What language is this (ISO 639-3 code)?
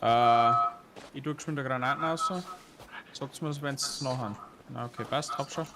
bar